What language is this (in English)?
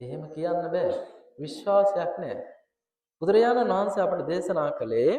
Sinhala